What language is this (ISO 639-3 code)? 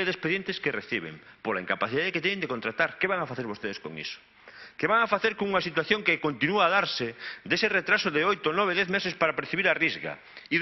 glg